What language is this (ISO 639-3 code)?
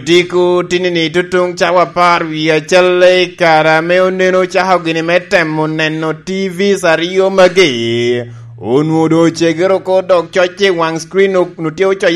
laj